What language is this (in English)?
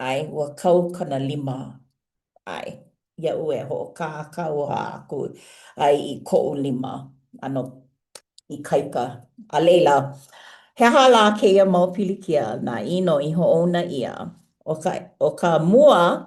Hawaiian